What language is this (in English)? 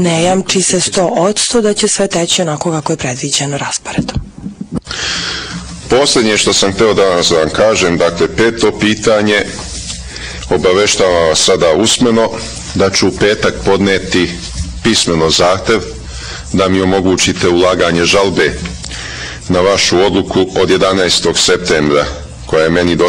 Serbian